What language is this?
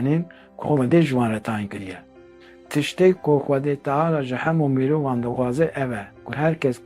Kurdish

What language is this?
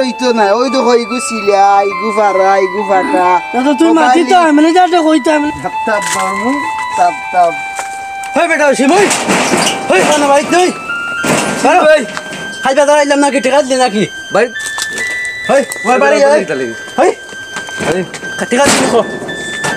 Sylheti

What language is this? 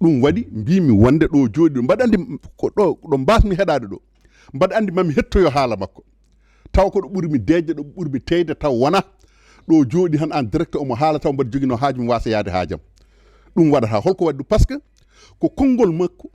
Fula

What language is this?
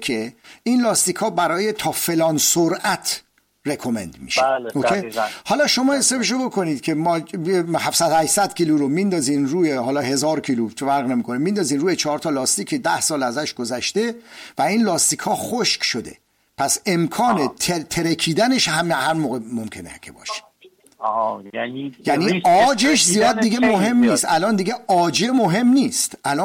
Persian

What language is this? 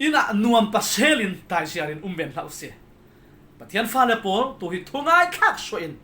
Falam Chin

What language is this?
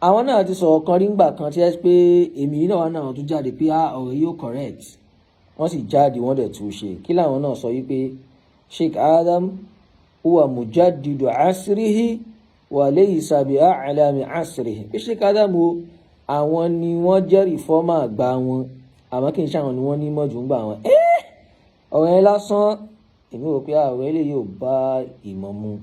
Yoruba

